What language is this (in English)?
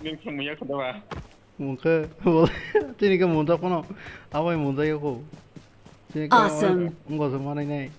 Kok Borok